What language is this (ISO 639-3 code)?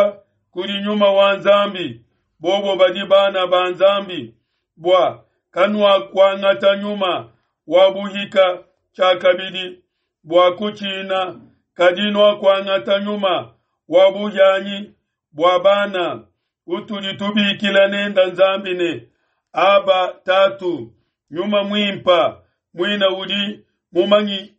lua